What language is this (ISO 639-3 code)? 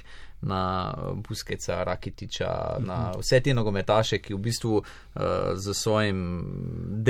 slv